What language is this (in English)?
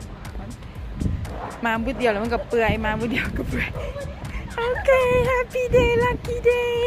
Lao